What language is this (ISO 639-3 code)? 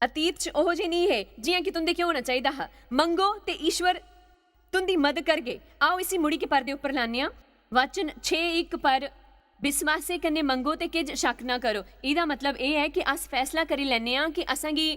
doi